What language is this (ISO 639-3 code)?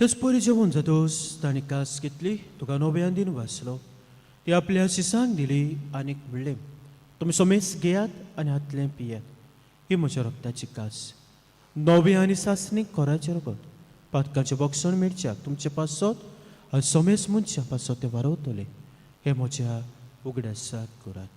kok